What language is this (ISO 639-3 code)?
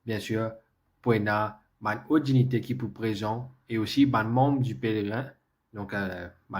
mfe